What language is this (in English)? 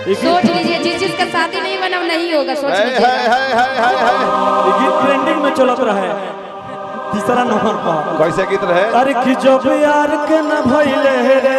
Maithili